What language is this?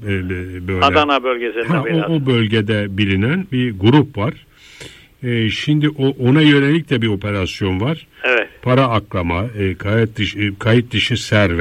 Turkish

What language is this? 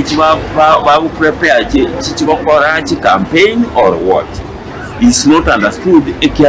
Gusii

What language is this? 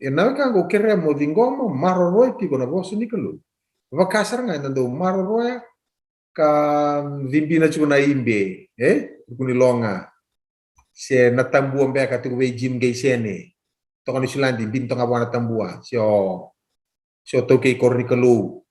Fijian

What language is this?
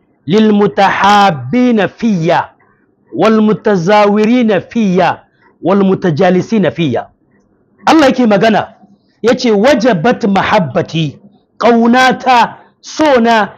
Hausa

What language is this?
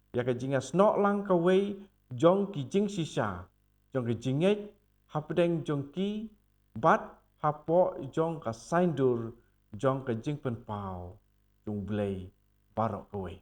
Khasi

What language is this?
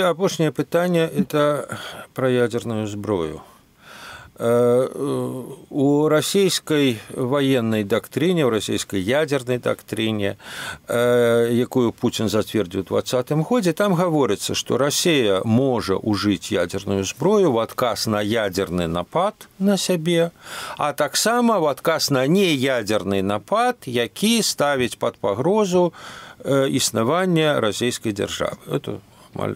Belarusian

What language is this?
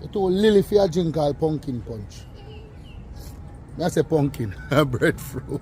Jamaican Creole English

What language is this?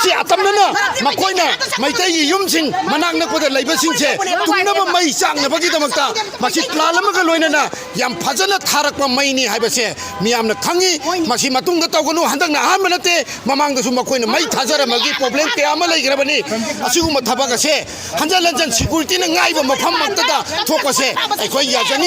Manipuri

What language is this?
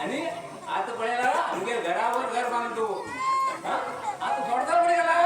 Konkani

